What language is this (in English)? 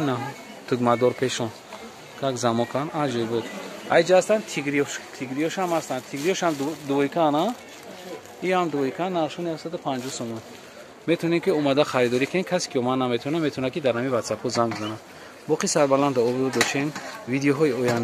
Tajik